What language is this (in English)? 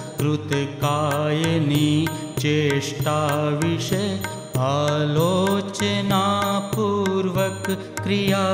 Gujarati